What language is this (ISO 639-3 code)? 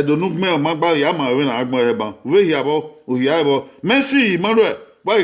bin